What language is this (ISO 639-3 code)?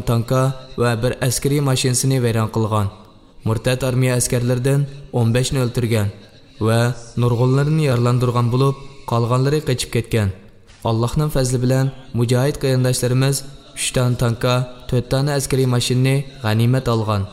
uig